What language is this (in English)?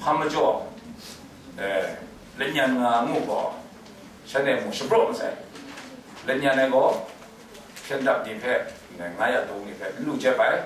Kachin